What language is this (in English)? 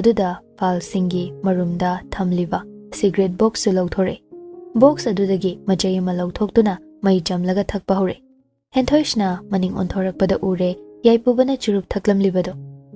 Manipuri